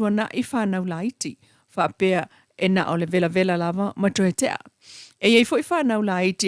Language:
Samoan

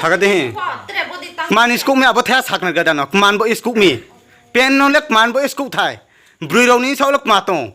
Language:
Riang (India)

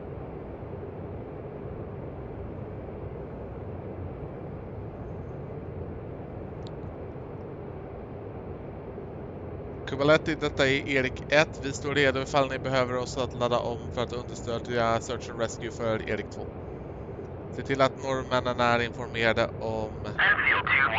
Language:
Swedish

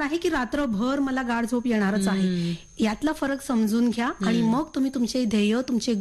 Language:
Marathi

